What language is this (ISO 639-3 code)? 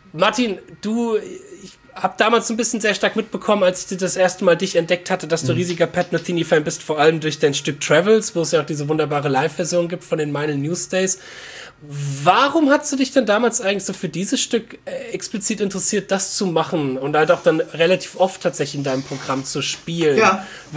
deu